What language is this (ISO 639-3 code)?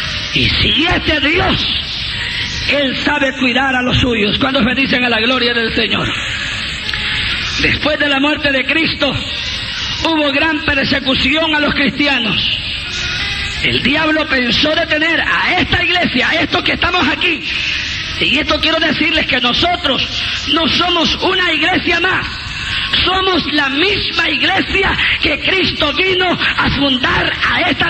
spa